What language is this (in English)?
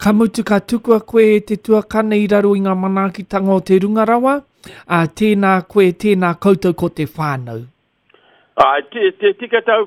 Māori